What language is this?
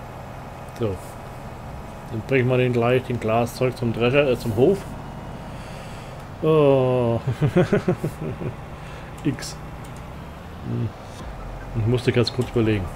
German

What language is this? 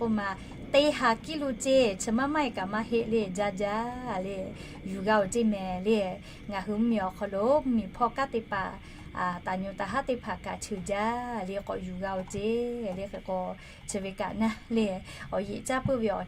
Lahu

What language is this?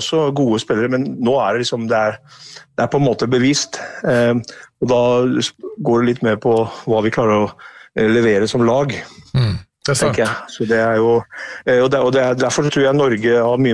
Norwegian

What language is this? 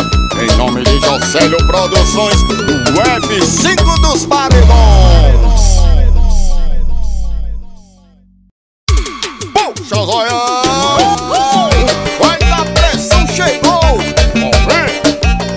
Portuguese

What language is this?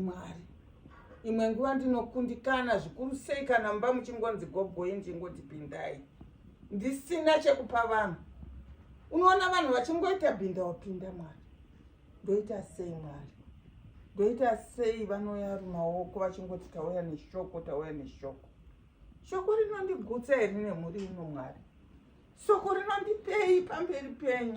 Shona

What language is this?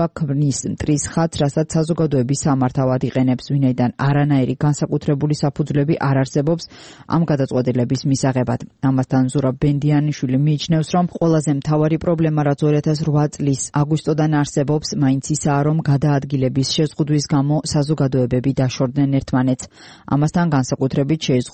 Georgian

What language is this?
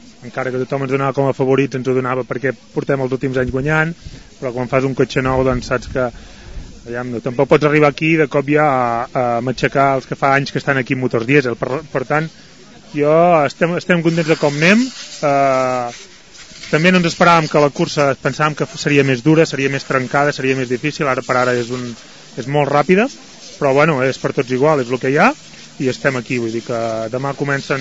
Catalan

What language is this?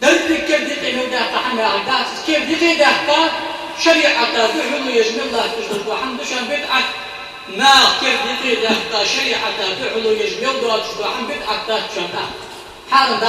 Ingush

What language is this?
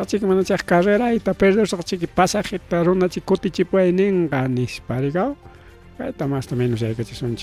Ayacucho Quechua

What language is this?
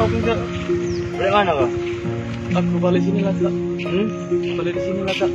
Musi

